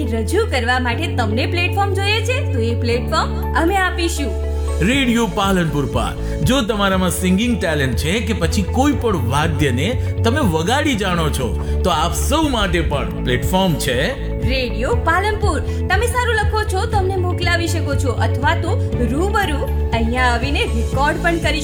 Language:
Gujarati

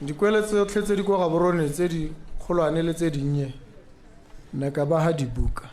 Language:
Tswana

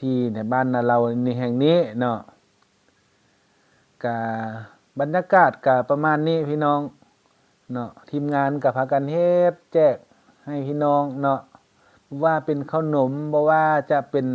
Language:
Lao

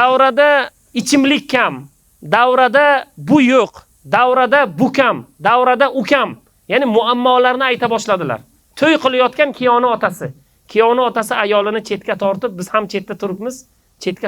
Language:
Uzbek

